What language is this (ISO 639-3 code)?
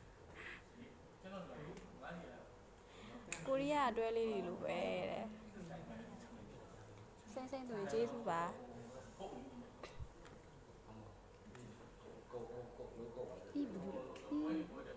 mya